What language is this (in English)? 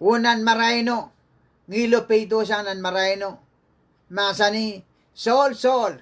Pohnpeian